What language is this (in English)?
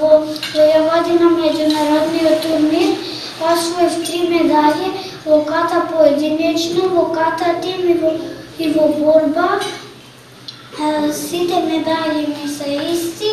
Macedonian